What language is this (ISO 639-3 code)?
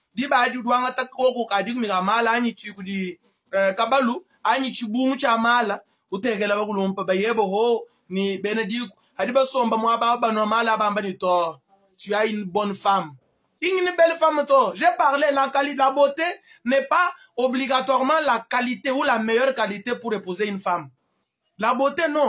lua